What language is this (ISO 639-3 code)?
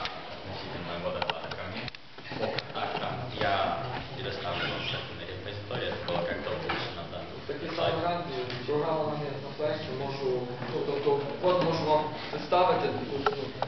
ukr